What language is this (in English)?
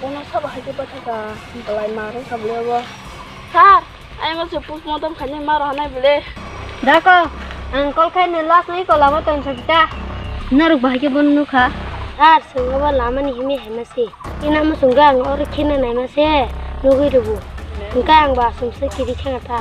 Kok Borok